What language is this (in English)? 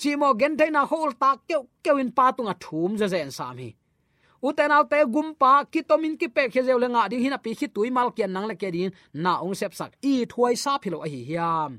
Tedim Chin